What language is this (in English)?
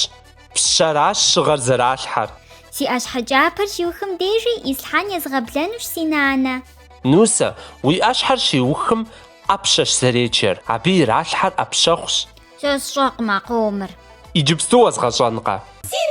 Kabardian